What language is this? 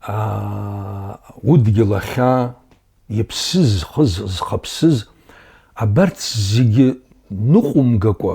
Abkhazian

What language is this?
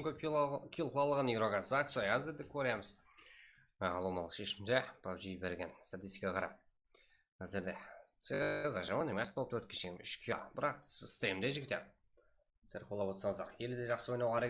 Kara-Kalpak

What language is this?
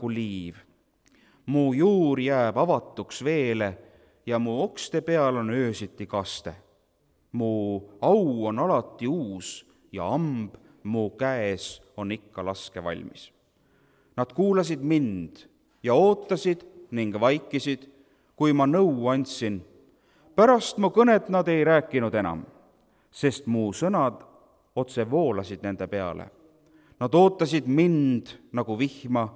Estonian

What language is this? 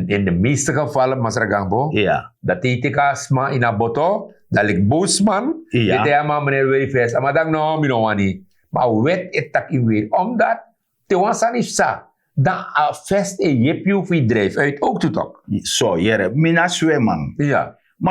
Sranan Tongo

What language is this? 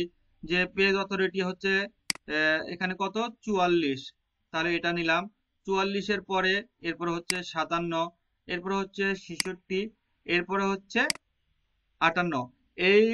Bangla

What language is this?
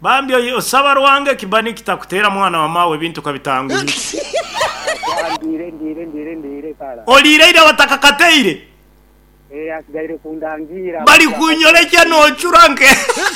Nyoro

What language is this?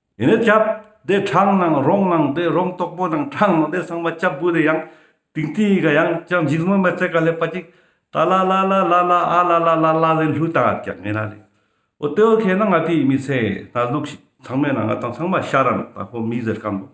Ladakhi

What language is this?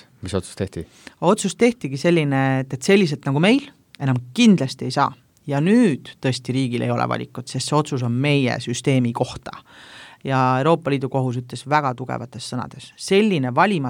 Estonian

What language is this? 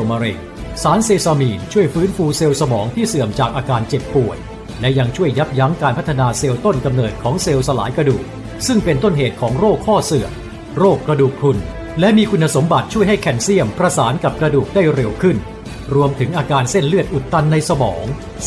Lao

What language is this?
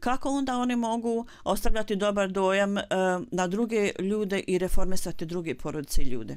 Bosnian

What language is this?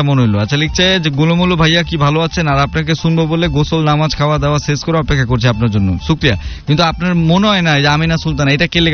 Bangla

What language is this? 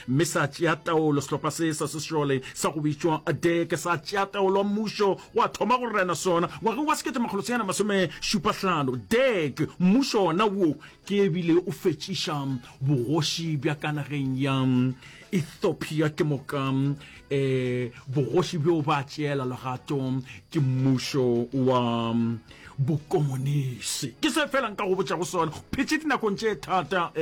Northern Sotho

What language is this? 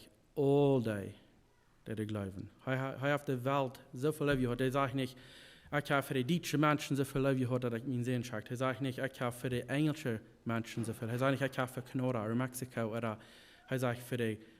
Plautdietsch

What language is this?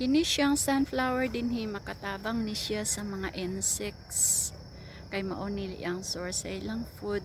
Cebuano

